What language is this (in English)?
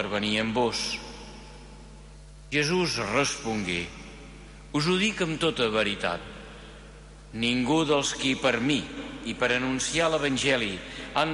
Catalan